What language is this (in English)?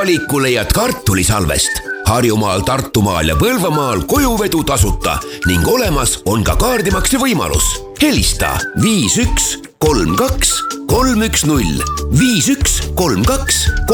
Estonian